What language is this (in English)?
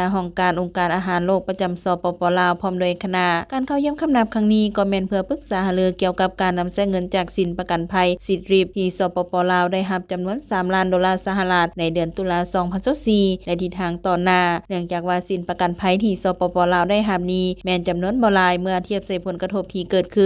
Lao